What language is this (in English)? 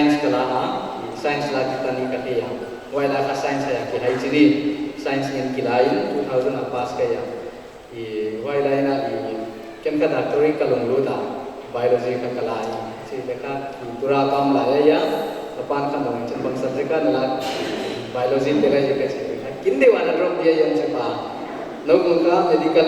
Paite Chin